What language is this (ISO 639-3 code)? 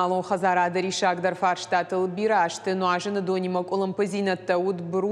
oss